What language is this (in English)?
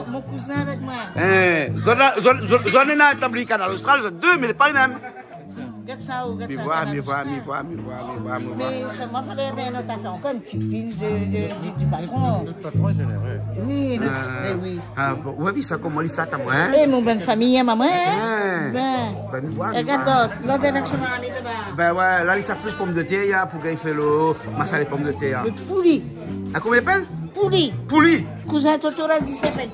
Réunion Creole French